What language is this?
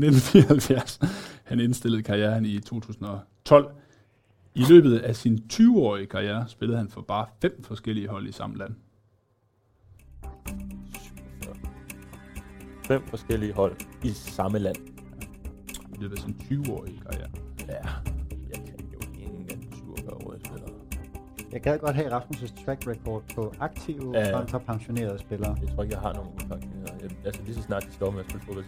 Danish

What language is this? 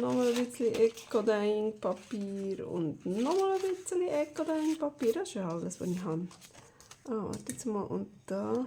Swiss German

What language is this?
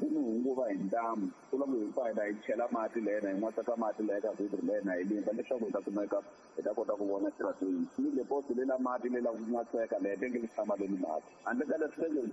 Tsonga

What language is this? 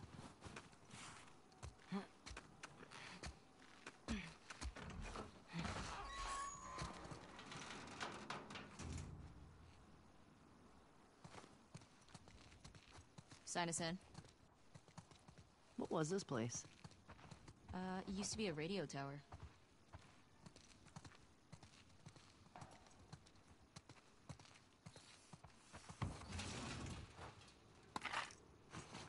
English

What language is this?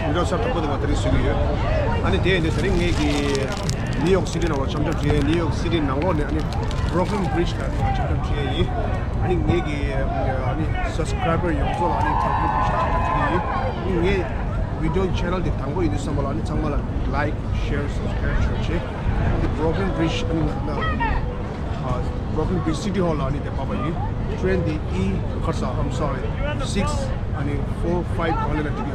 Tibetan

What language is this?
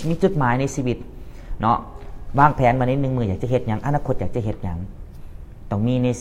Lao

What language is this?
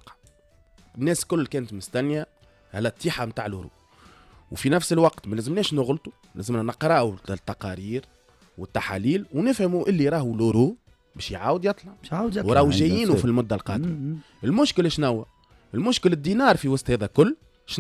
Tunisian Arabic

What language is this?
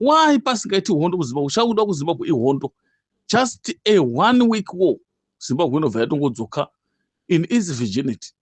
Shona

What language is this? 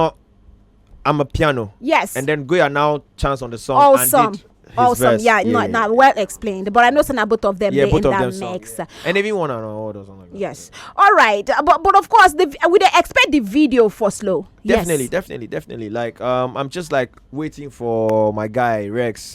Nigerian Pidgin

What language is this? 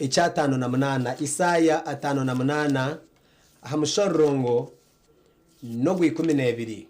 Nyankole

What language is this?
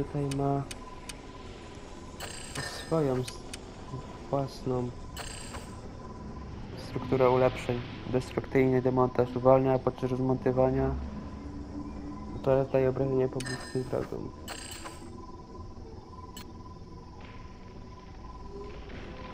Polish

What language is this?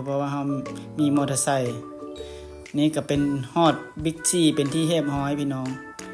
Lao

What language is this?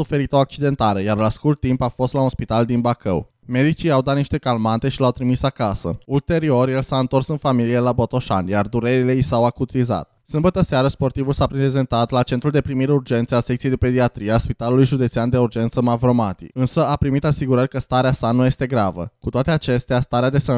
Romanian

